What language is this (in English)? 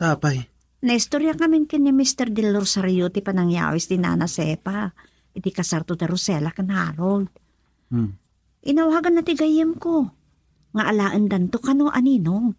Iloko